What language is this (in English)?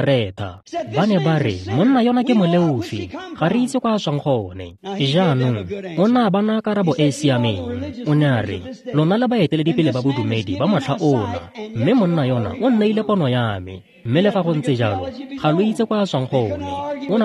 Tswana